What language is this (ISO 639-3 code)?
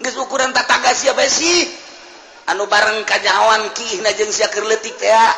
sun